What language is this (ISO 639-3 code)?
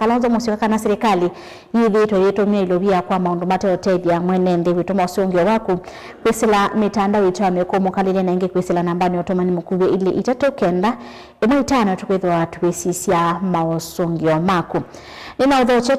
kam